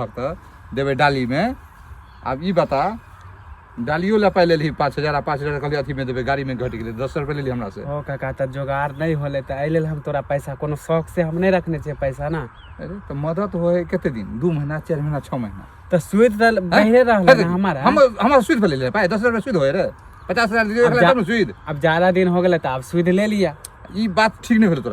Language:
Maithili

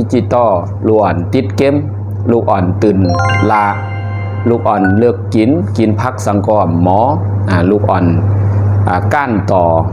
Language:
Shan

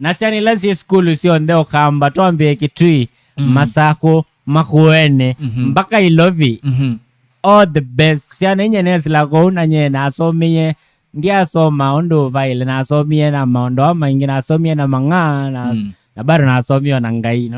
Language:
Kamba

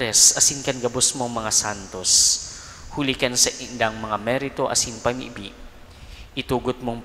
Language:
Bikol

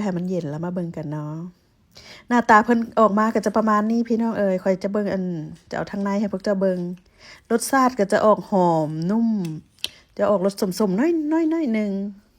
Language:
Lao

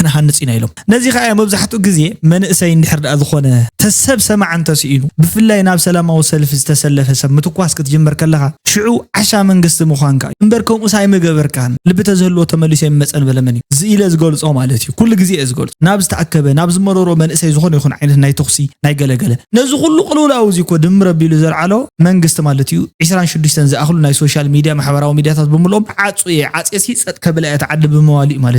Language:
Tigrinya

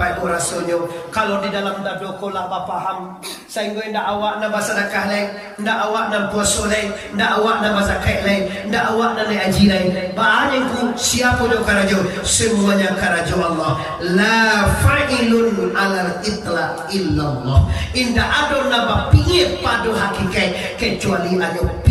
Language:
Minangkabau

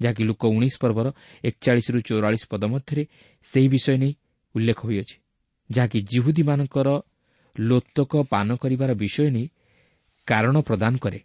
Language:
Odia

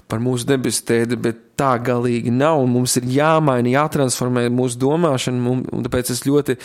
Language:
Latvian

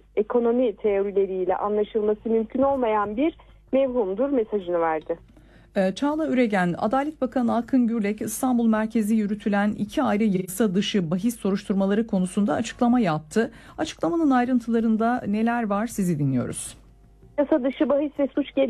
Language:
Turkish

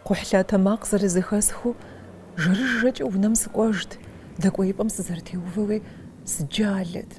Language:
Kabardian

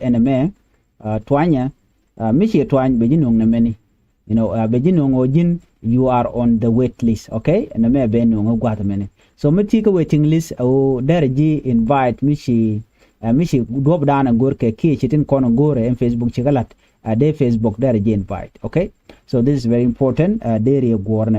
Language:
Nuer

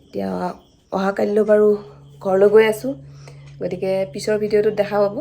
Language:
Assamese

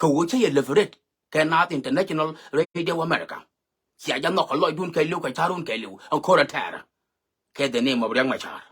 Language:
Nuer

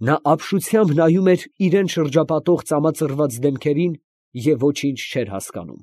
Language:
Armenian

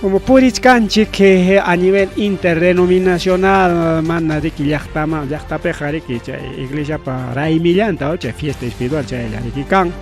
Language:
Ayacucho Quechua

